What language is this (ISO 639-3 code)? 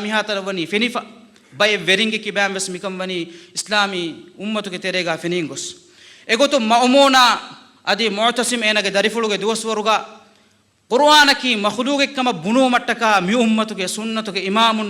div